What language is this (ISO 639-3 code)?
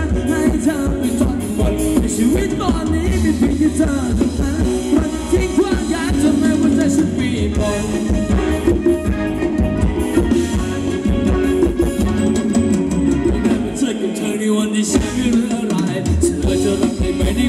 tha